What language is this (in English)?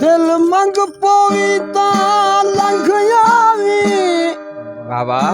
Saraiki